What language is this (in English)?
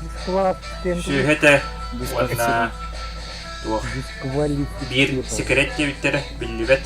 Yakut